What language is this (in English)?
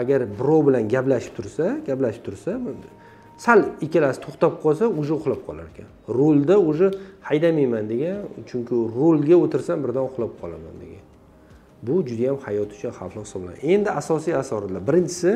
Uzbek